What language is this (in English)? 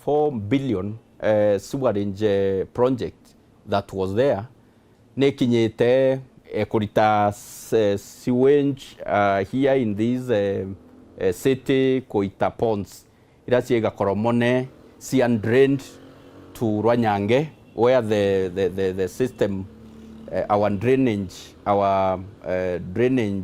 Meru